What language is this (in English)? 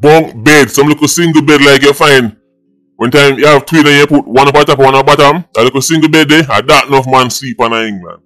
Jamaican Creole English